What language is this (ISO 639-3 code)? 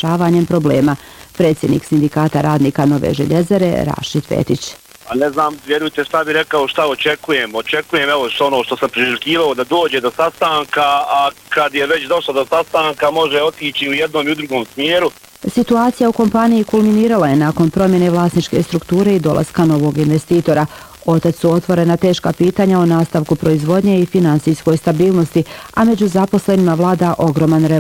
bos